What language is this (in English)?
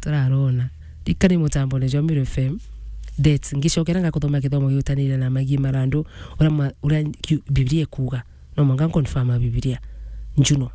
Meru